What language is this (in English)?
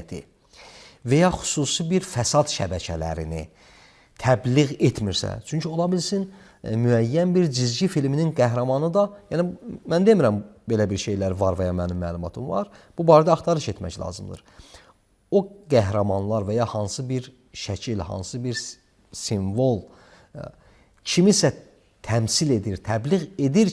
Azerbaijani